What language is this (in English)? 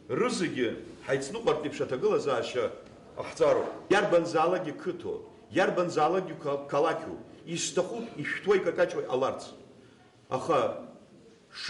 Abkhazian